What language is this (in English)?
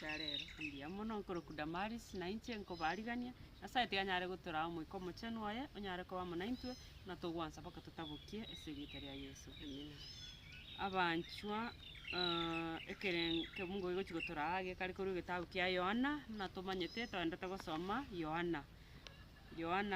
Gusii